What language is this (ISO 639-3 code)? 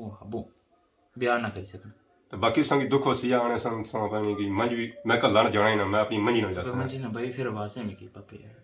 phr